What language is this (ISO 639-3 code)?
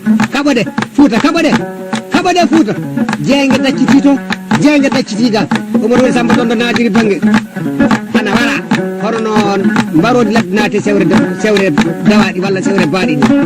ful